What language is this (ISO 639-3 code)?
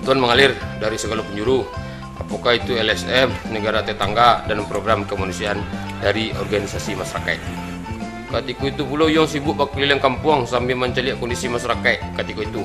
min